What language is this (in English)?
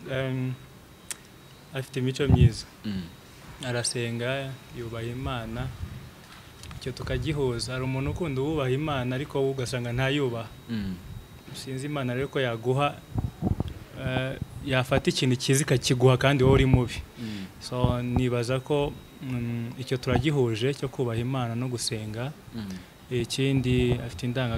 Kinyarwanda